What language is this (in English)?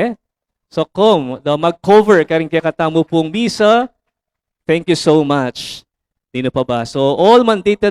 Pampanga